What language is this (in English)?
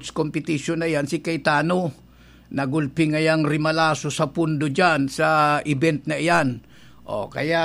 Bikol